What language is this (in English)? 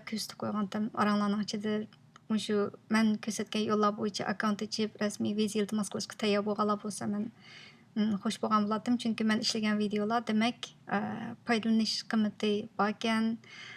Uyghur